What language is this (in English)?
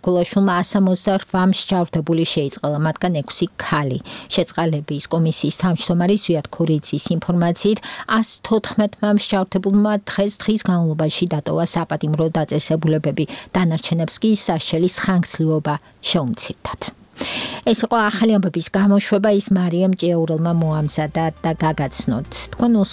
Georgian